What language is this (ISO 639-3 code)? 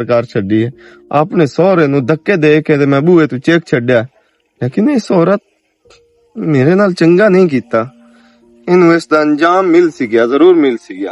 lah